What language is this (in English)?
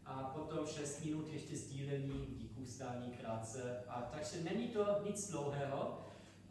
Czech